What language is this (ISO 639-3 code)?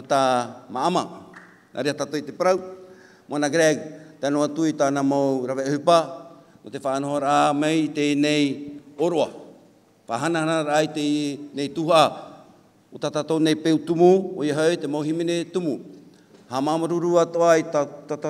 tah